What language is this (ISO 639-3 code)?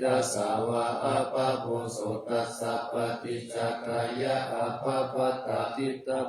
pli